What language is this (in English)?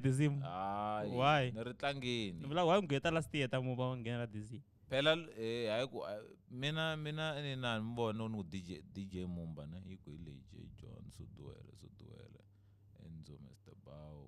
Tsonga